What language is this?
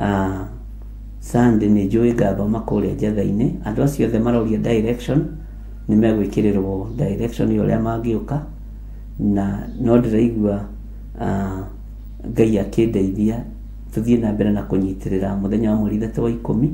Kikuyu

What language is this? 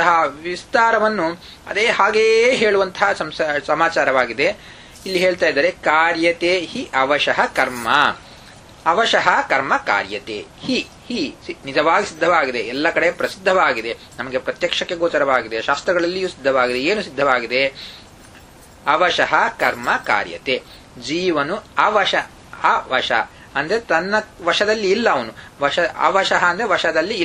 Kannada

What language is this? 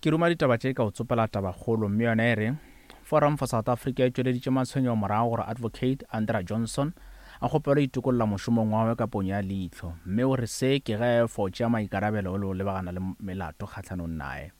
Northern Sotho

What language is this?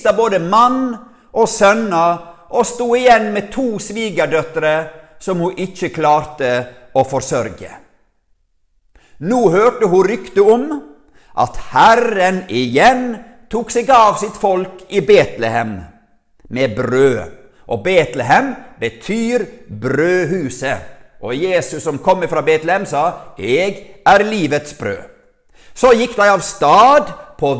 Norwegian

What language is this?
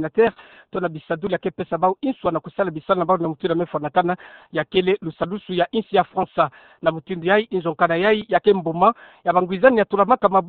Kituba (Democratic Republic of Congo)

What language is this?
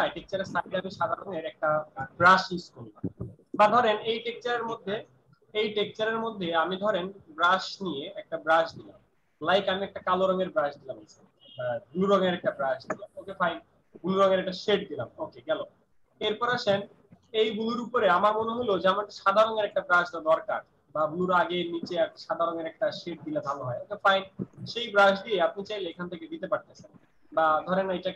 Bangla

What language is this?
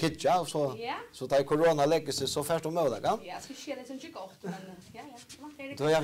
Faroese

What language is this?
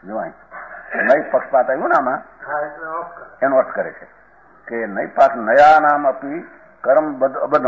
Gujarati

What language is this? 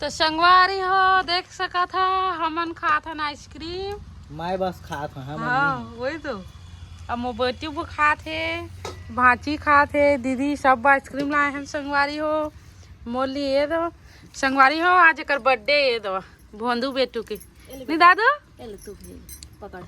Chhattisgarhi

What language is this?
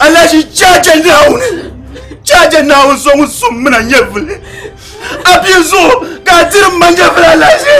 Dagbani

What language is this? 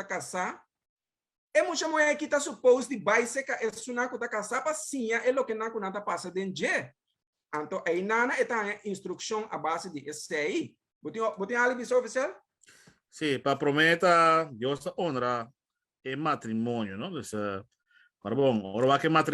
Papiamento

